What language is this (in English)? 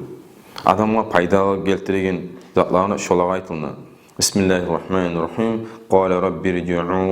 Kumyk